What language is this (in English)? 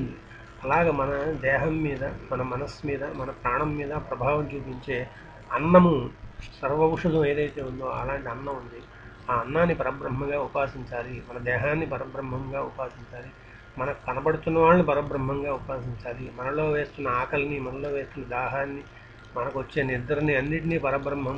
Telugu